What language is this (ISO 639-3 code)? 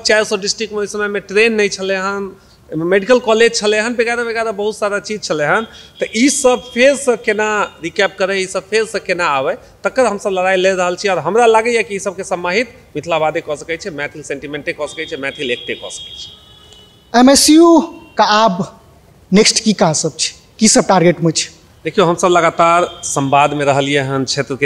mai